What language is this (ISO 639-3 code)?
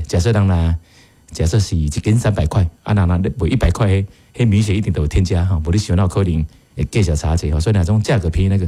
nan